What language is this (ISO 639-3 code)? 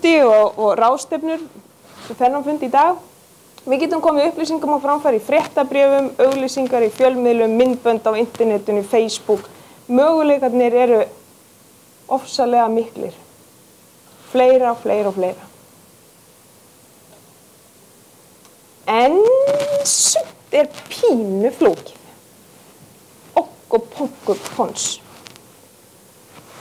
isl